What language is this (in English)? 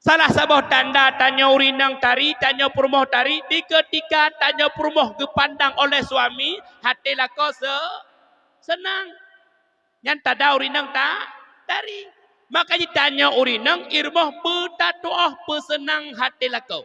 Achinese